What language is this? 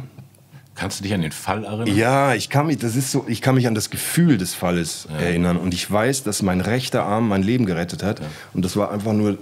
German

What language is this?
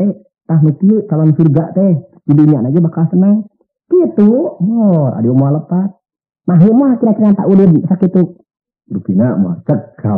Sundanese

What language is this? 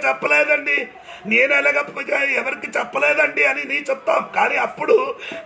Telugu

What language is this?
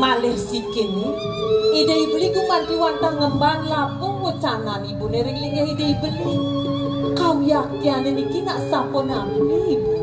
Balinese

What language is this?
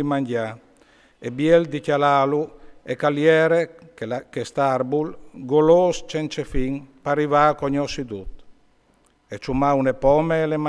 Friulian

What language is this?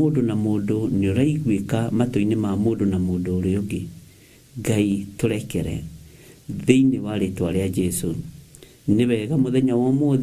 Kikuyu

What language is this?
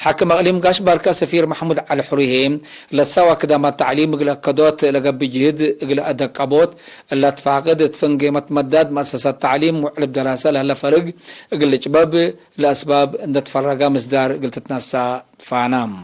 Tigre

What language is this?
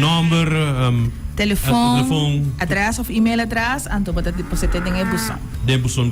Papiamento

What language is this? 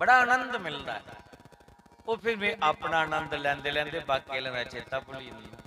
Dogri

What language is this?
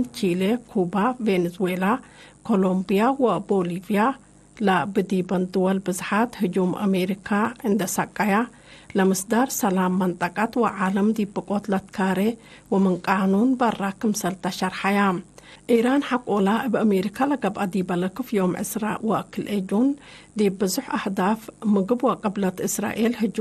Tigre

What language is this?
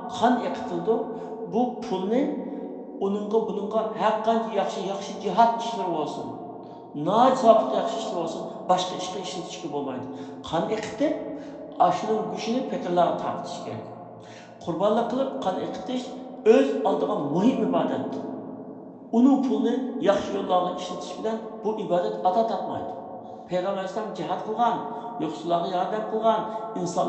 Uyghur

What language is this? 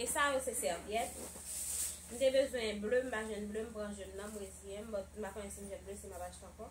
Haitian Creole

